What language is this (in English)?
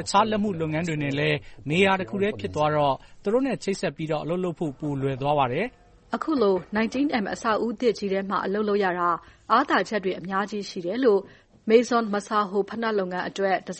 Burmese